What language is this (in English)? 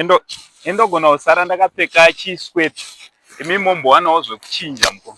Shona